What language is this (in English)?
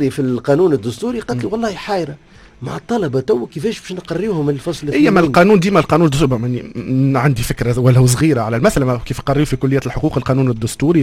Tunisian Arabic